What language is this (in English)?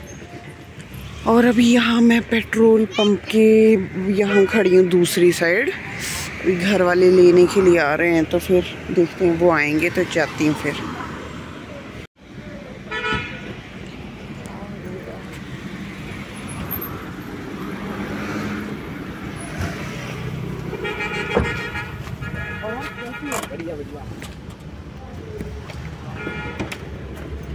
Hindi